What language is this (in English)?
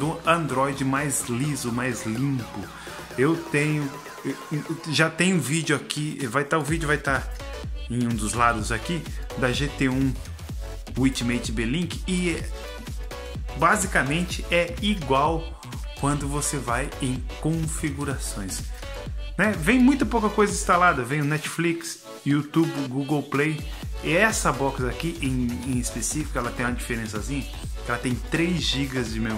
Portuguese